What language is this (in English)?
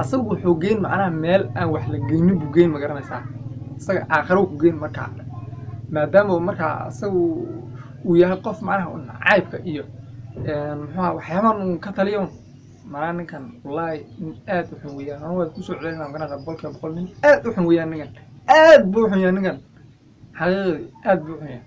Somali